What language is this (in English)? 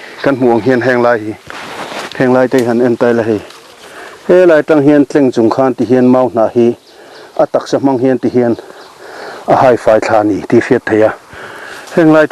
Mizo